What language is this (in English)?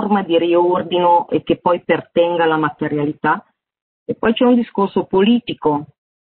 Italian